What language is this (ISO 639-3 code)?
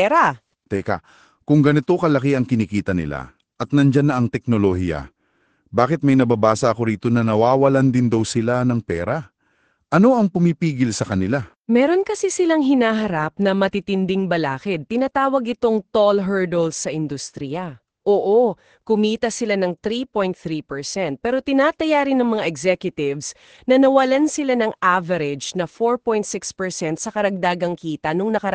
fil